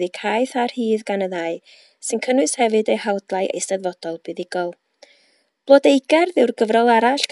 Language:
Welsh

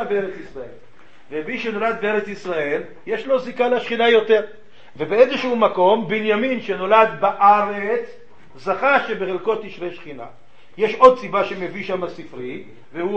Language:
Hebrew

